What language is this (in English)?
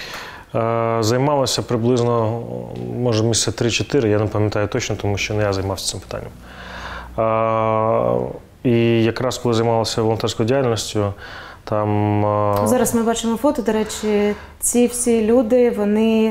Ukrainian